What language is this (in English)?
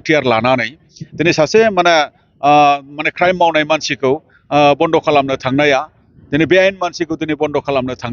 Bodo